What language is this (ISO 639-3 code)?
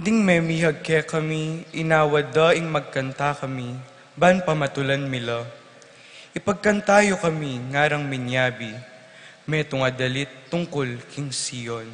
pam